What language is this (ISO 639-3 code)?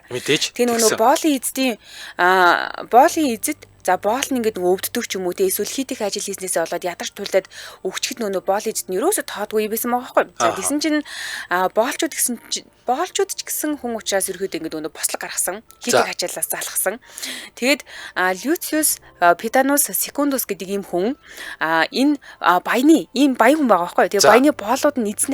mon